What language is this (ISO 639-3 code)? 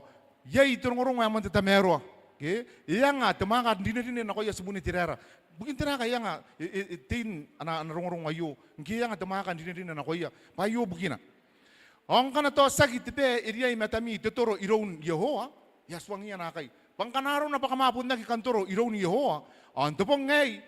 gil